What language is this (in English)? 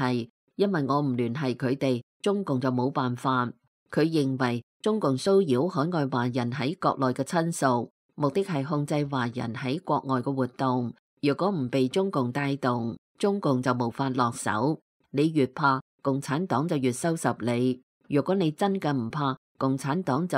Cantonese